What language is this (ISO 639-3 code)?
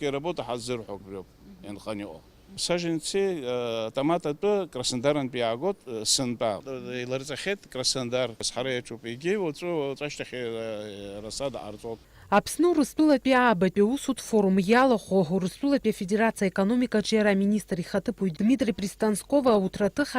abk